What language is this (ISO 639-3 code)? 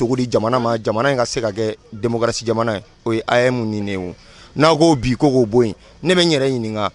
bam